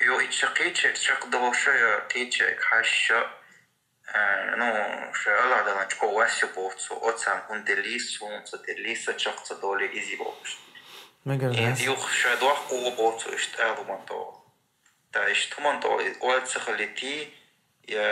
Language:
Chechen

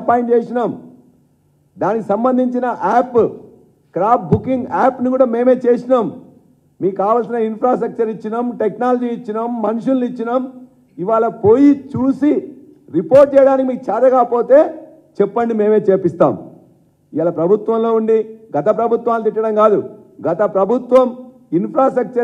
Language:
Telugu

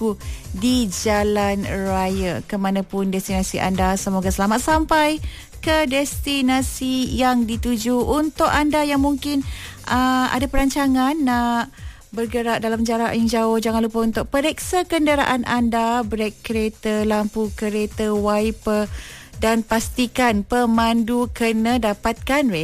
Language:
Malay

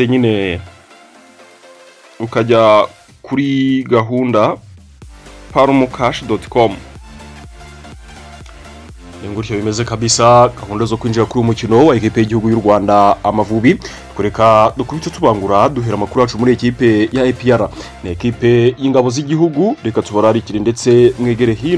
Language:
Kinyarwanda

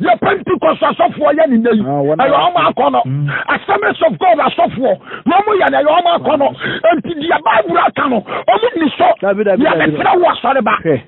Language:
Akan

